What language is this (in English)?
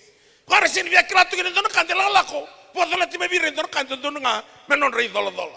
Fijian